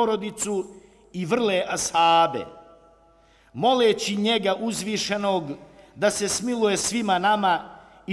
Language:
Bosnian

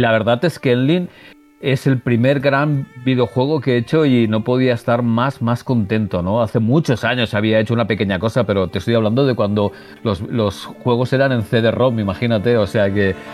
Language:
Spanish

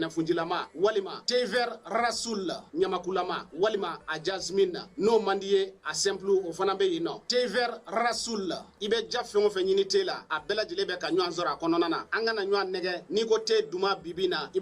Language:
Bambara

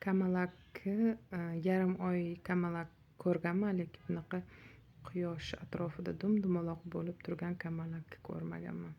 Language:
Uzbek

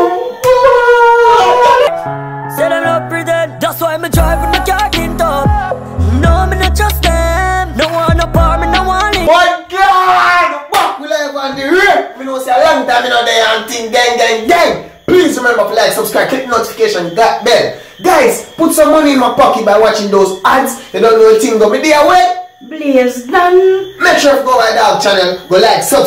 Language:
Jamaican Creole English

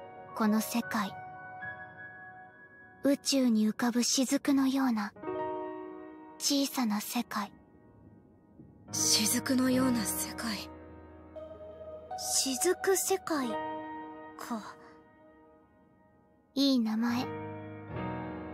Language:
Japanese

